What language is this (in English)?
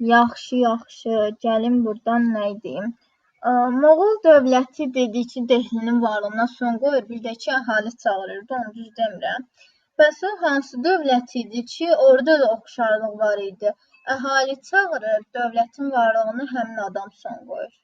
Azerbaijani